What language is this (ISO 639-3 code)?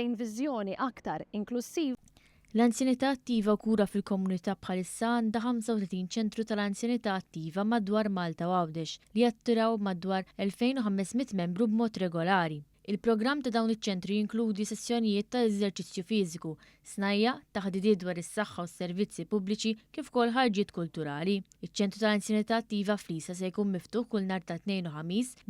mlt